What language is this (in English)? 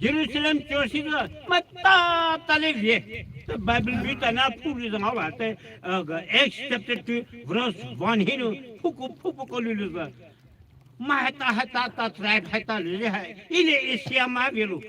Poumei Naga